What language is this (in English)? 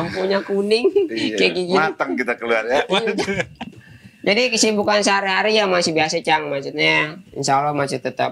Indonesian